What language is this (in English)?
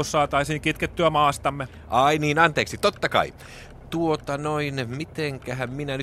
Finnish